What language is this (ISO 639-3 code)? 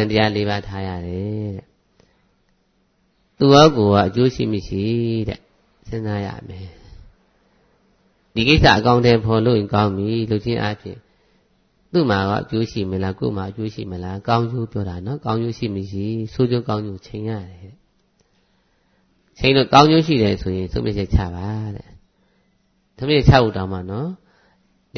mya